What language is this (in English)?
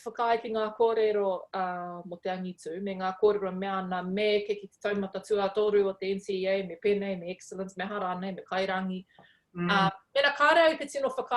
Māori